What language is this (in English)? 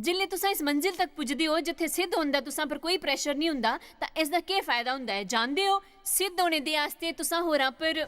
Dogri